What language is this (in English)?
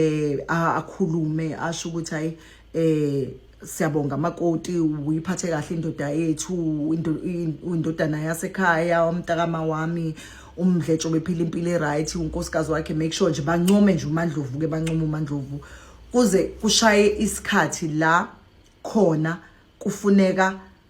Zulu